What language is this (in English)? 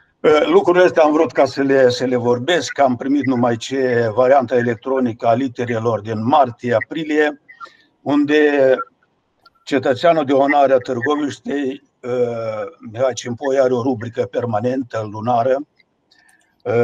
Romanian